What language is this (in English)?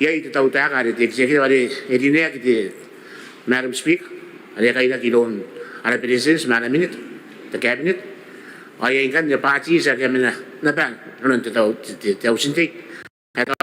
Gilbertese